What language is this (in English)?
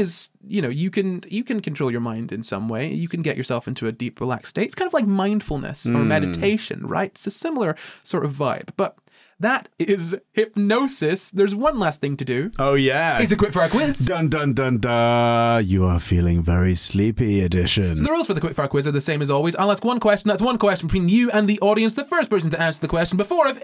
English